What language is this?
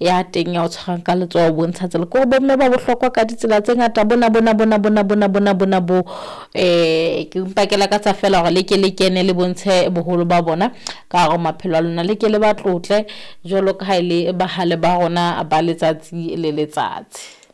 Southern Sotho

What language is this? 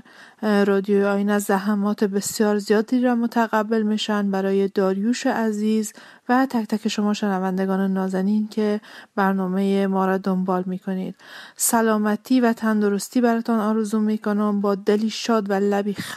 Persian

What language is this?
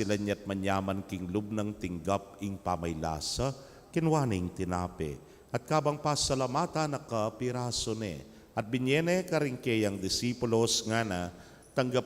Pampanga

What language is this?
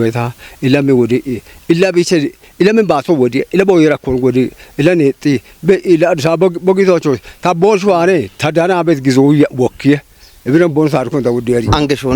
Kafa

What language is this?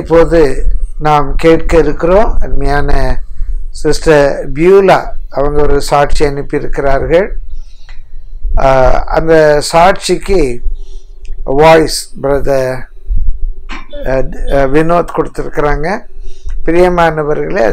Tamil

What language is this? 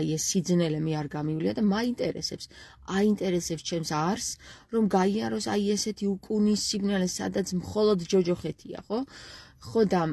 Georgian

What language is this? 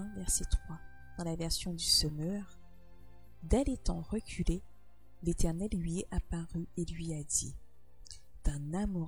French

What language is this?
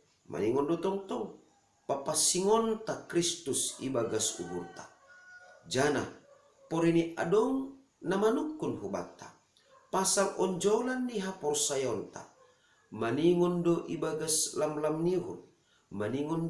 Batak Simalungun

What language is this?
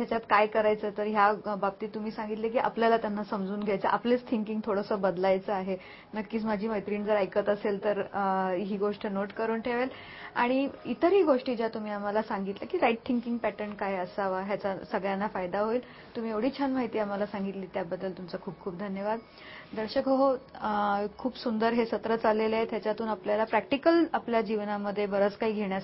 Marathi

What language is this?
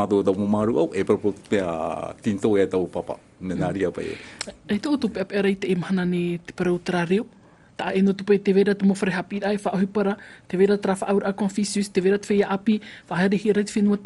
Tahitian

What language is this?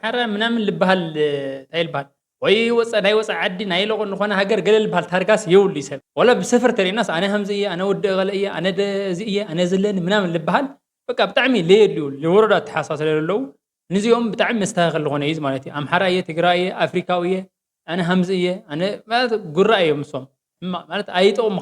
Tigrinya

